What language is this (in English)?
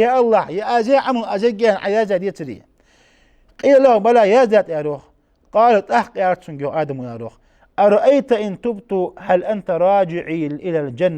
Ingush